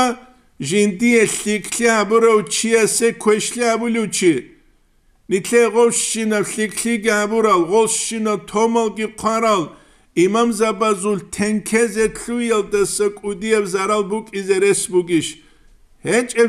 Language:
Avaric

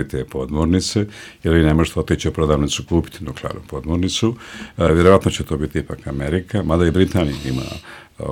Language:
Serbian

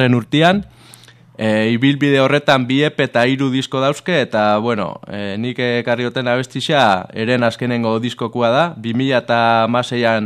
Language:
Basque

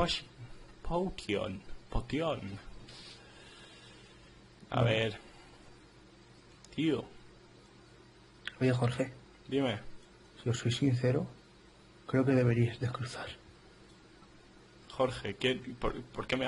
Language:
Spanish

